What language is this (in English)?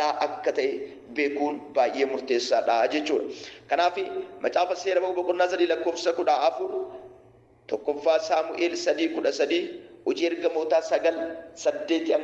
Oromo